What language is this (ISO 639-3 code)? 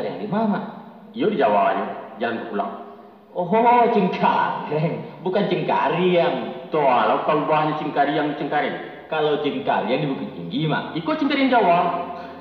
min